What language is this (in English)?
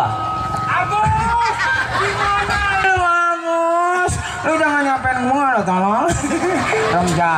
Betawi